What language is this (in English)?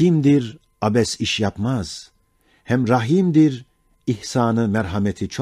Ottoman Turkish